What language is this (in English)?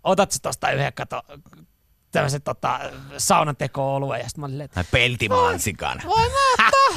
Finnish